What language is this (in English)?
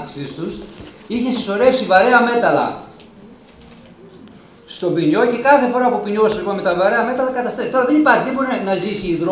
Greek